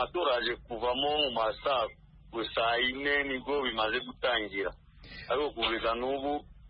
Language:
Kinyarwanda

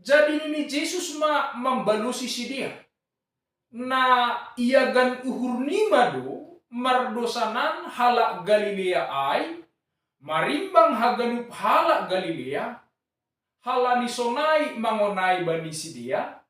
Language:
Batak Simalungun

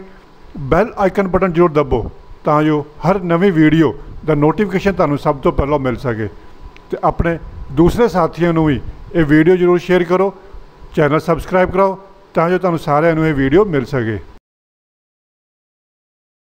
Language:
Punjabi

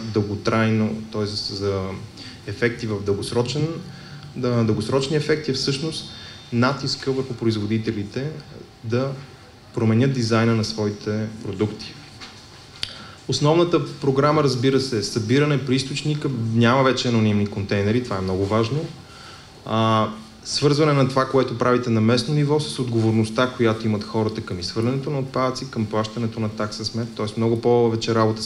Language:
Bulgarian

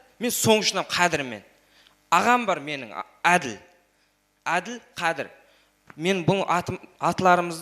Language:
Kara-Kalpak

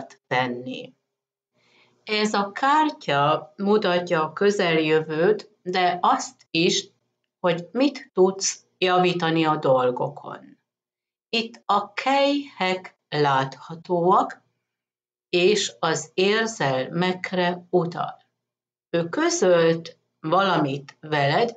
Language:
Hungarian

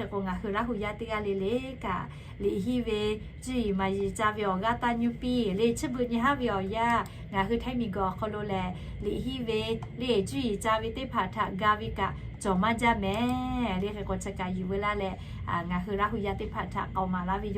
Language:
Lahu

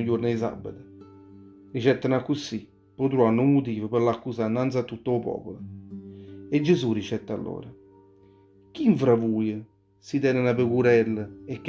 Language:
Neapolitan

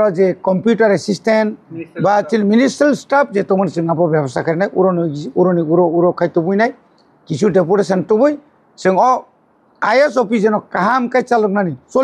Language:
Kok Borok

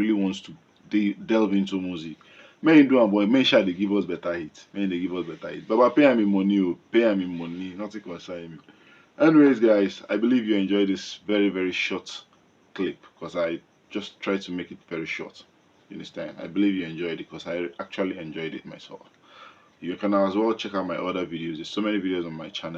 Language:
Nigerian Pidgin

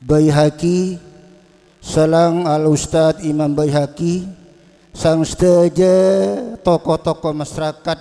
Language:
Madurese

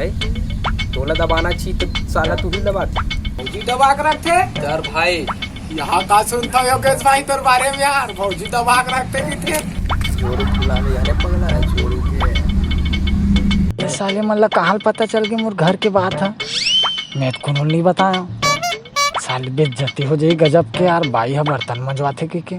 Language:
Chhattisgarhi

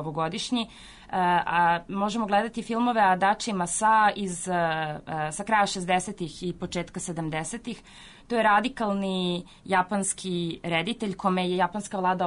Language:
Serbian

